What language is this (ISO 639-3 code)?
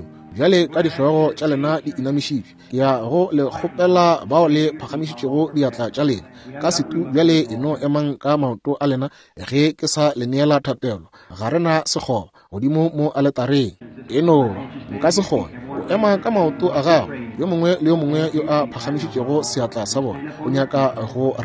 nso